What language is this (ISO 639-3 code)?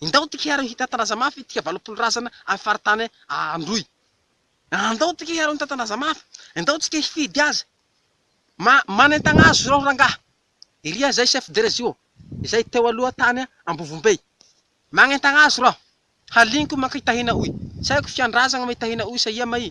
mlg